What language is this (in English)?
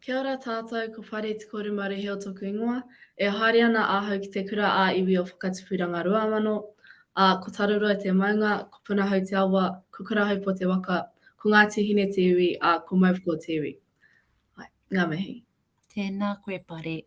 Māori